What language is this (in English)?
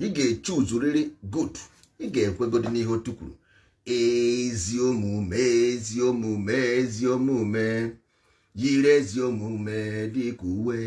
Igbo